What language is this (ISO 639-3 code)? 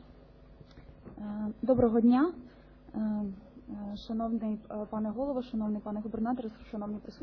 ukr